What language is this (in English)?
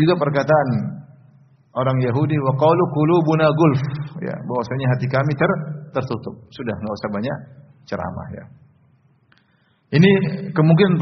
Indonesian